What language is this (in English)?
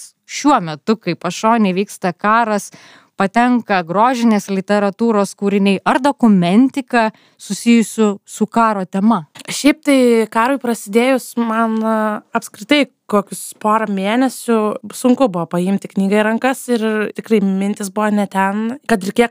Lithuanian